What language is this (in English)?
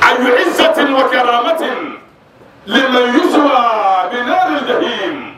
Dagbani